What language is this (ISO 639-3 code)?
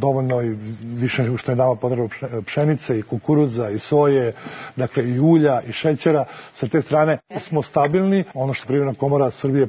srp